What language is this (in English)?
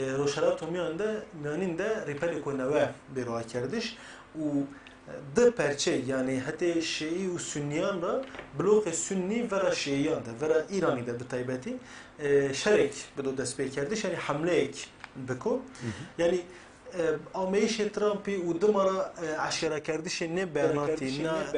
Kurdish